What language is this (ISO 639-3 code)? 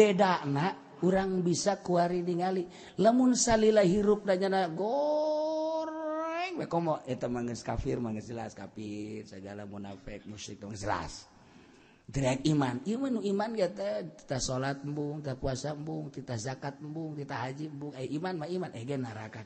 sun